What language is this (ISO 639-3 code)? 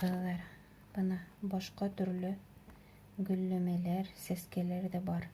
bak